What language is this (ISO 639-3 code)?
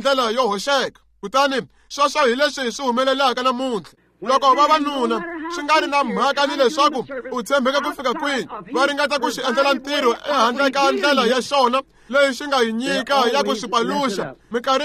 tso